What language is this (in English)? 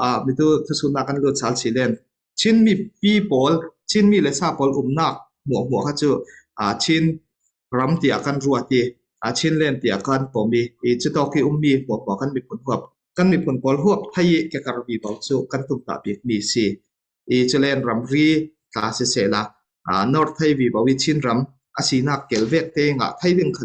Falam Chin